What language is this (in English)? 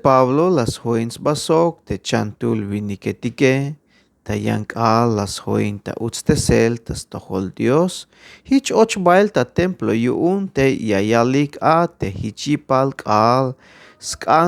Tzeltal